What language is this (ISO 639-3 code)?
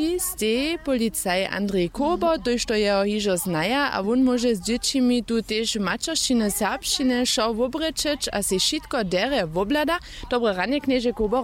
hsb